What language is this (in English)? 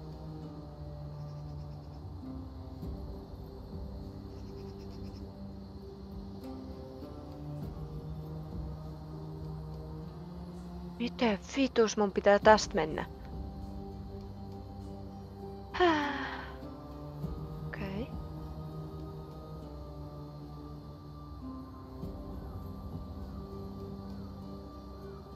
Finnish